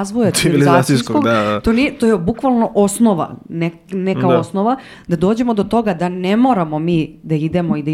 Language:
Serbian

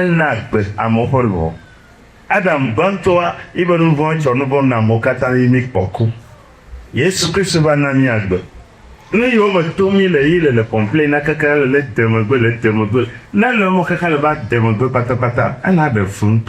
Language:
Ewe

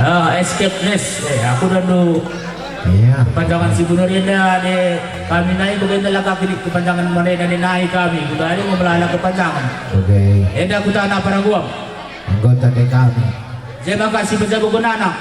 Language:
Batak Karo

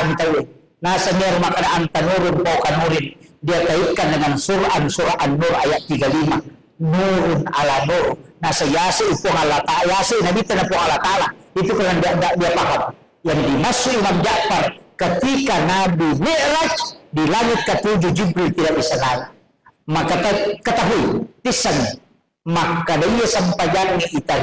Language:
Buginese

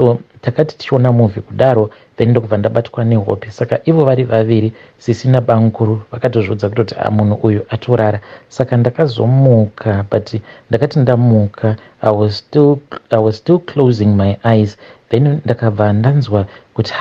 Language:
Shona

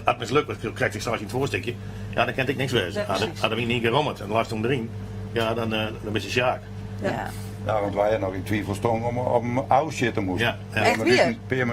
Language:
Western Frisian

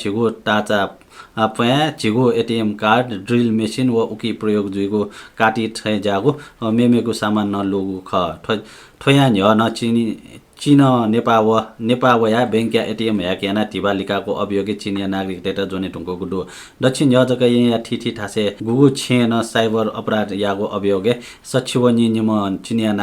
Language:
Newari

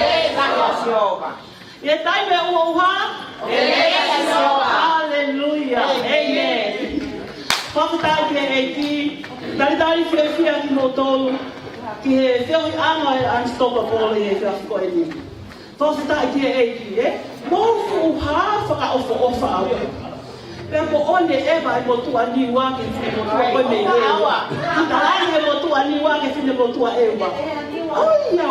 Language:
Tongan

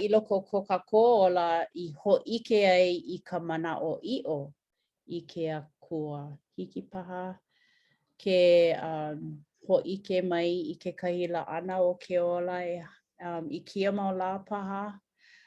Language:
Hawaiian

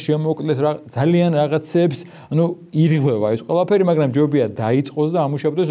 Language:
Georgian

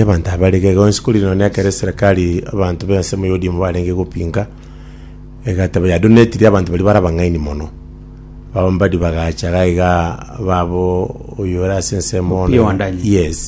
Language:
Gusii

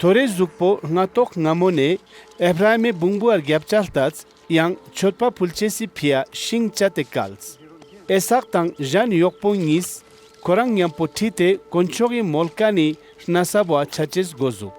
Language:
Ladakhi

